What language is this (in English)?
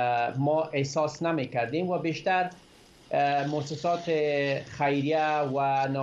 Persian